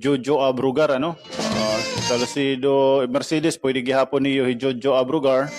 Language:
Waray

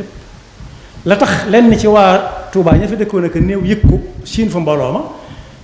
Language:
Wolof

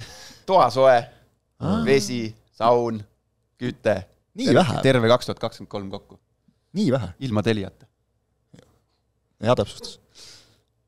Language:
Estonian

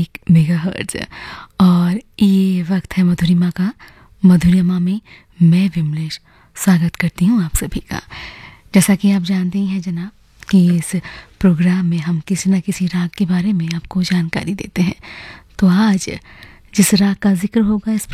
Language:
Hindi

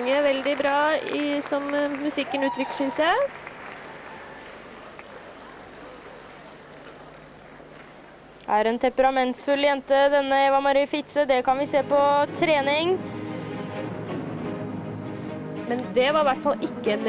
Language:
Norwegian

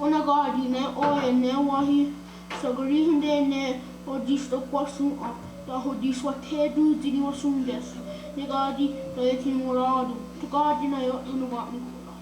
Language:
Mohawk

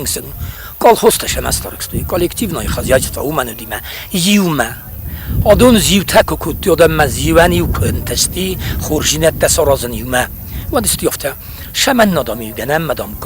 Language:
Ossetic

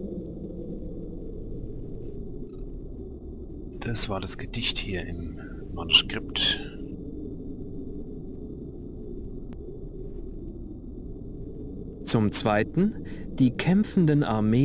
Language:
German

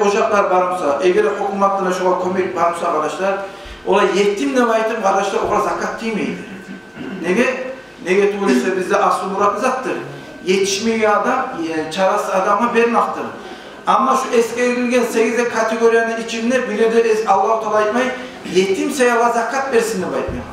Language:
Kumyk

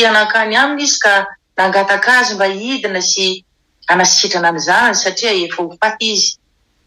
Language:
Malagasy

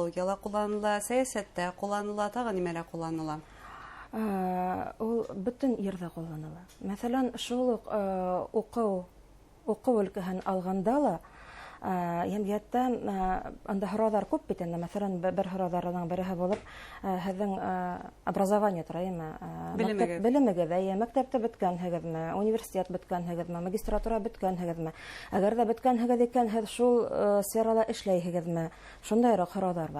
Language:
Bashkir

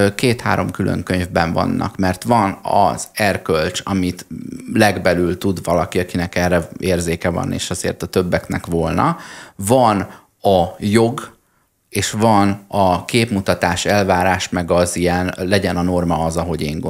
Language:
Hungarian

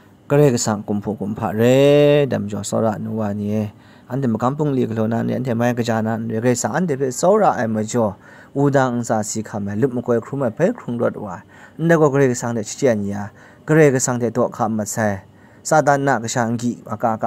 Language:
Kachin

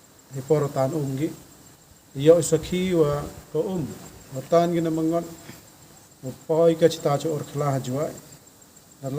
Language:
Khasi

